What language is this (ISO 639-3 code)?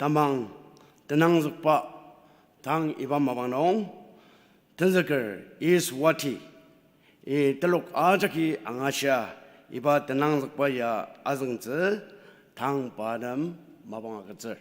njo